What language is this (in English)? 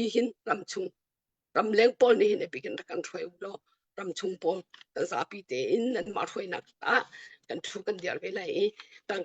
Hakha Chin